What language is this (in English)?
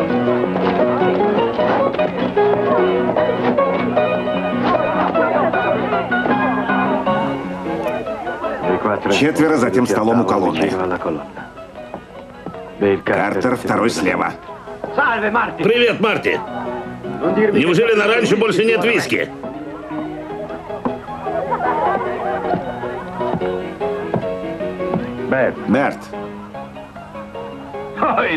Russian